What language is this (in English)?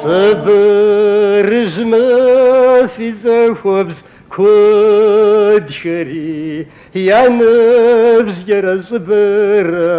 Kabardian